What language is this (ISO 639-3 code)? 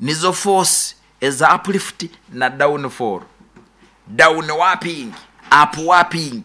nyo